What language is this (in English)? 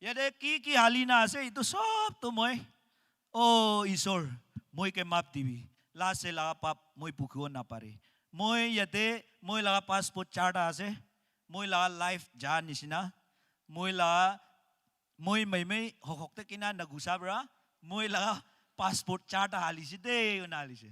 Naga Pidgin